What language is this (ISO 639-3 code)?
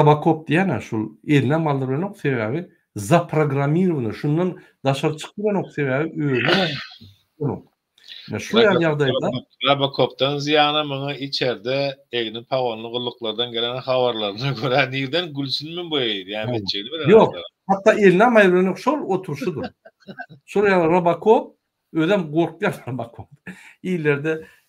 tuk